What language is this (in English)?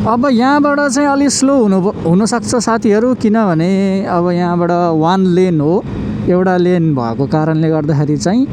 Nepali